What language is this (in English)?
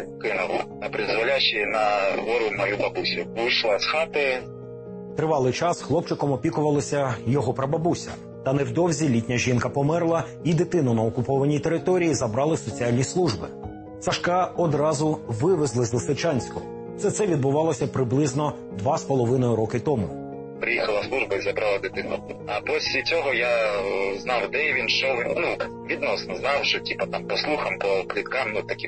Ukrainian